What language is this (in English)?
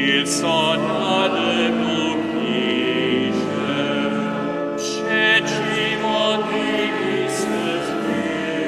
Upper Sorbian